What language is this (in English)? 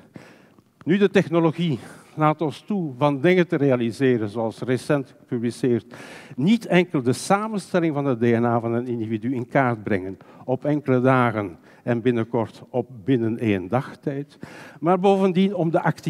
Dutch